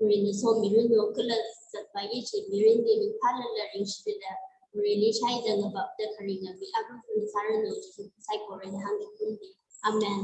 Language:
Tangkhul Naga (India)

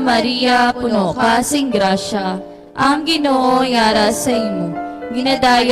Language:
Hiligaynon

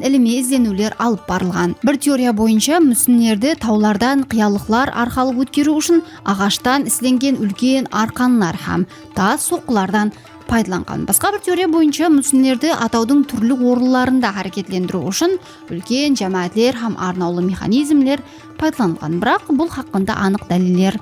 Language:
Kara-Kalpak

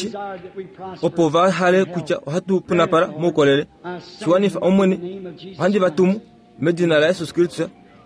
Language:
Kuanyama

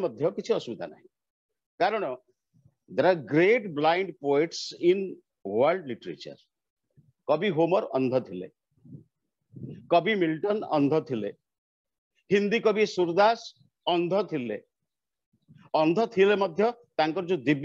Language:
Odia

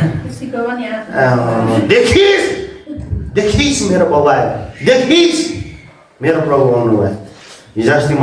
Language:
Nepali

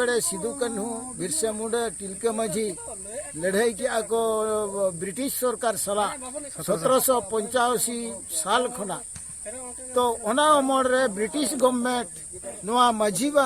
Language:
Santali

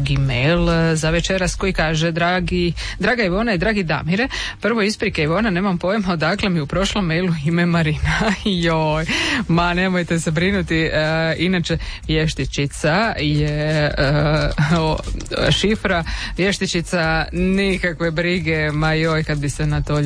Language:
Croatian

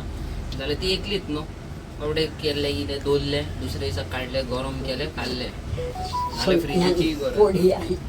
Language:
Konkani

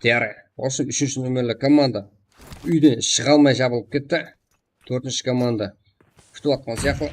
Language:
Kara-Kalpak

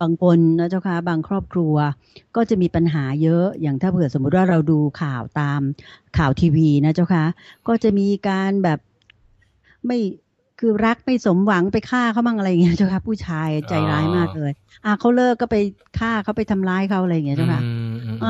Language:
Thai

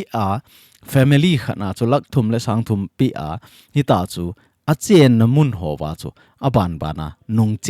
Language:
Thado Chin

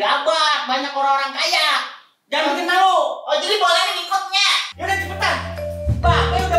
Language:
Betawi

